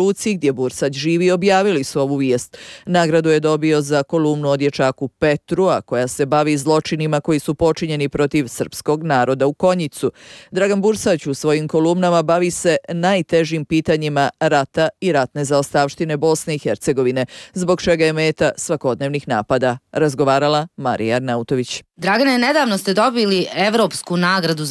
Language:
Bosnian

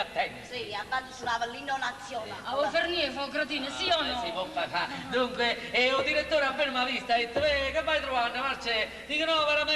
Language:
Neapolitan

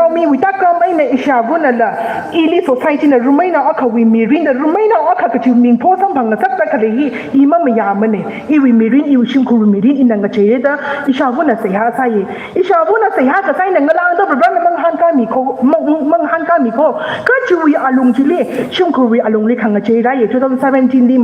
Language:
Tangkhul Naga (India)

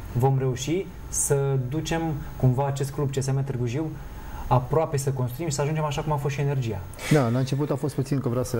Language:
Romanian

